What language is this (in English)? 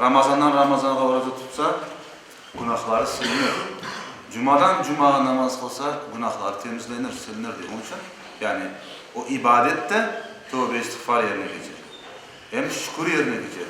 Crimean Tatar